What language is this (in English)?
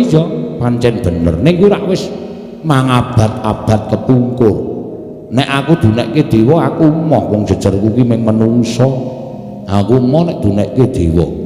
Javanese